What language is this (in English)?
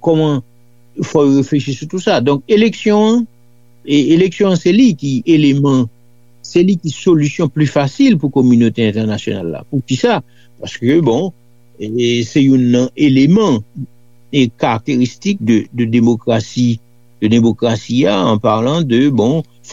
Haitian Creole